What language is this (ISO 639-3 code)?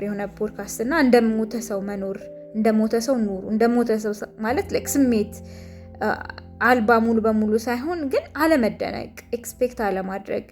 amh